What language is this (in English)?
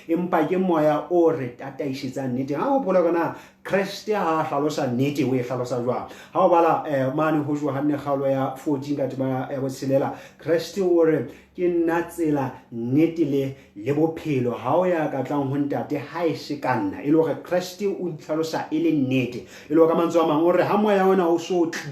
Southern Sotho